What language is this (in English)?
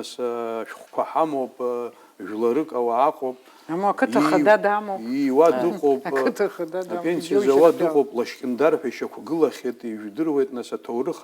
Abkhazian